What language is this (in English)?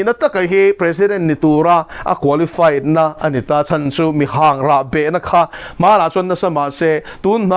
Mizo